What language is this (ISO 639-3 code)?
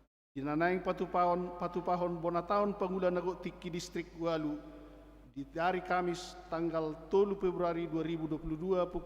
bbc